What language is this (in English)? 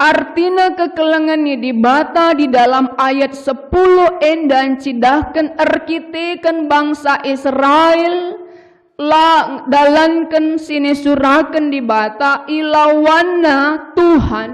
Batak Karo